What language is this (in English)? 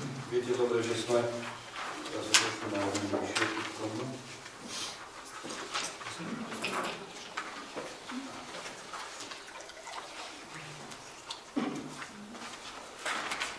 Slovak